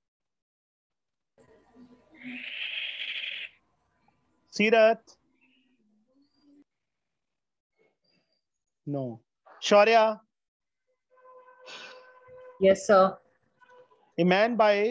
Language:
Hindi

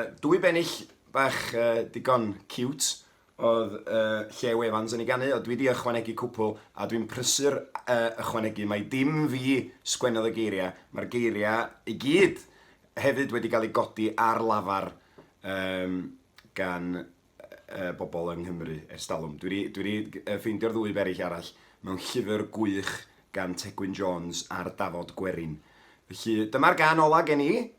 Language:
Welsh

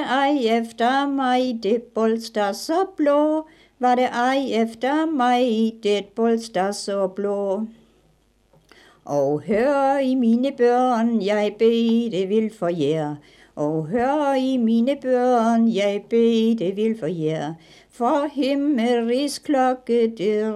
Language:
Danish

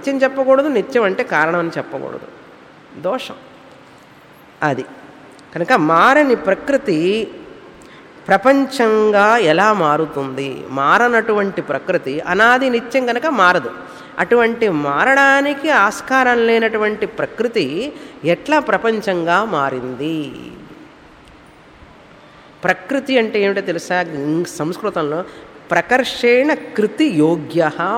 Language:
Telugu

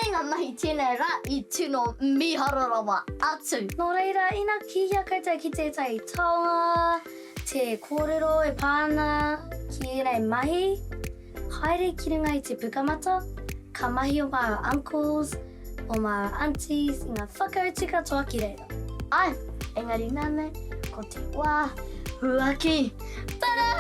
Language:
Māori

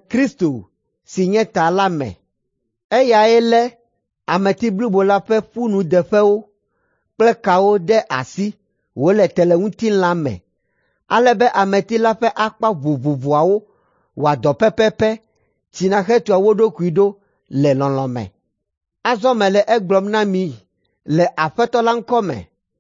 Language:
Ewe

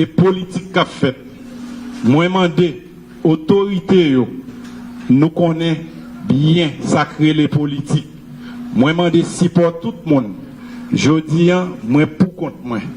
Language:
Haitian Creole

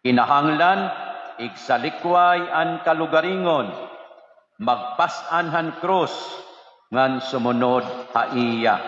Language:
Waray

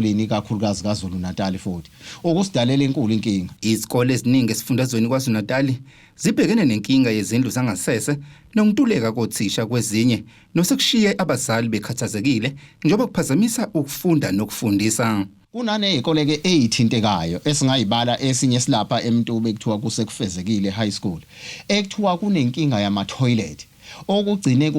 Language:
Zulu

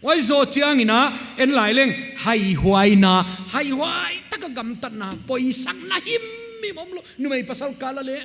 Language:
Paite Chin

